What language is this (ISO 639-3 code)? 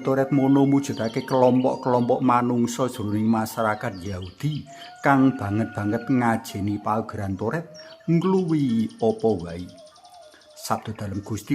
jav